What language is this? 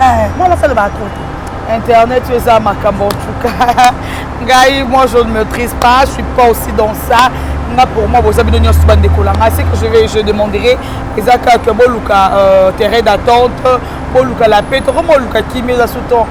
Lingala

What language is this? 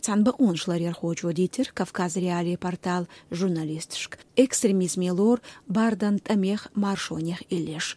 Chechen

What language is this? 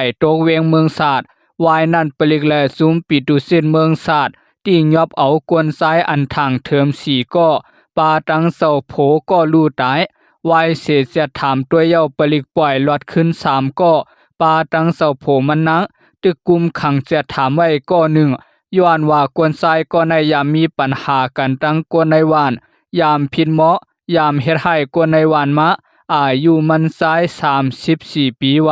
Shan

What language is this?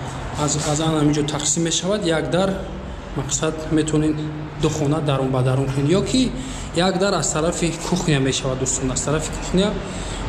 Tajik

